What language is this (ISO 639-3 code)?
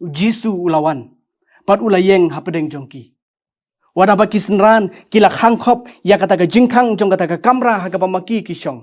kha